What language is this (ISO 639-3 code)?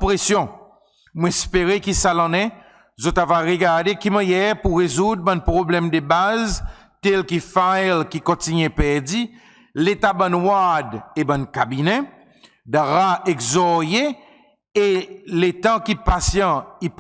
crs